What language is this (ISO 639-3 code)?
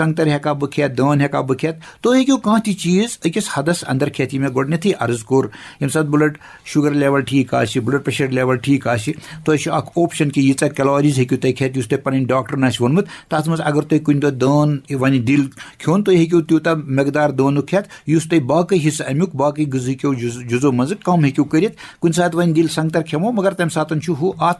kas